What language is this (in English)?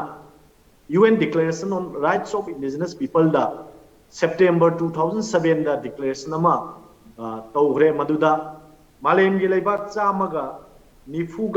Manipuri